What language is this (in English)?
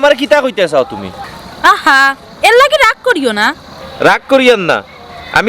Sylheti